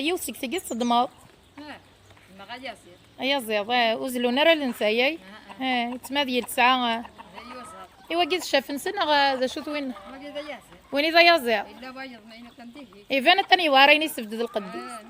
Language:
Kabyle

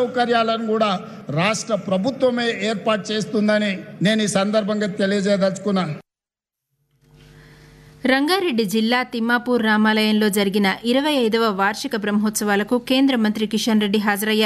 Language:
Telugu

